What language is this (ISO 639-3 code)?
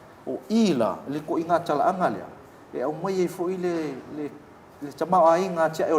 smo